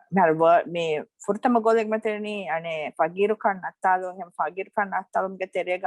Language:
Divehi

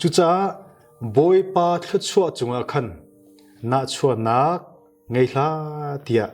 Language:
Hakha Chin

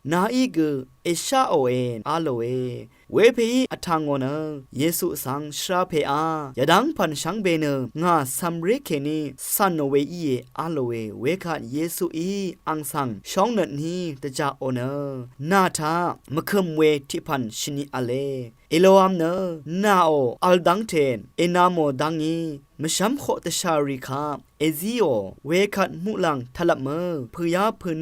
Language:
Rawang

